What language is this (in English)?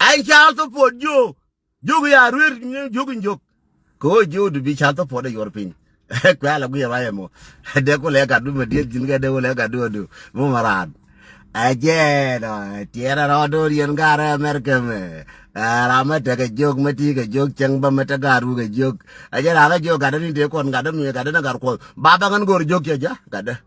Nuer